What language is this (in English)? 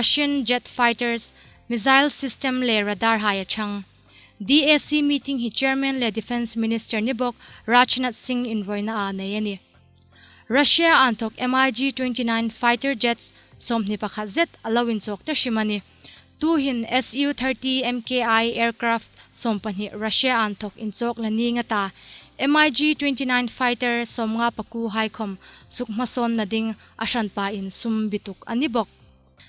Hmar